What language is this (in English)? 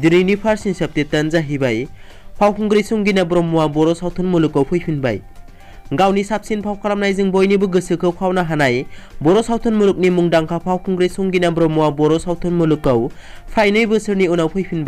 Bodo